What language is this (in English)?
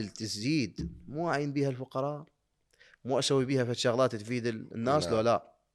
Mesopotamian Arabic